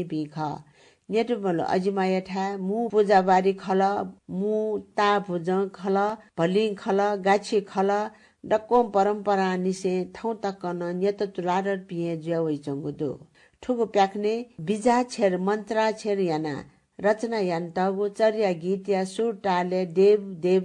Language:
Newari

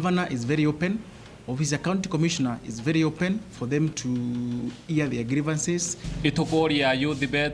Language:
Meru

